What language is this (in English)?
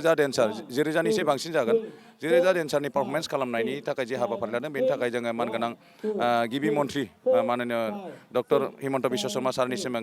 Bodo